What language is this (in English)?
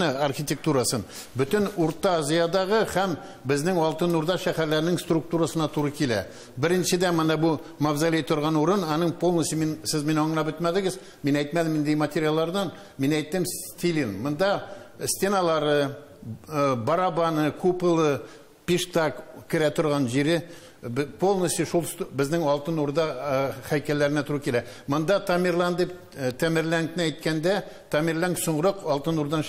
Tatar